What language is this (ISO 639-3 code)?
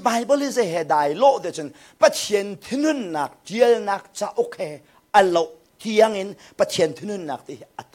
cnh